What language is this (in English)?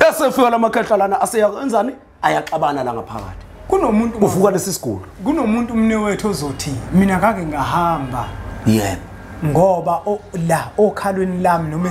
Zulu